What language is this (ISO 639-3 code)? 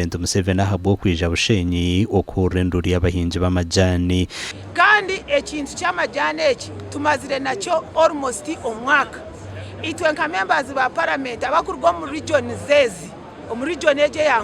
nyn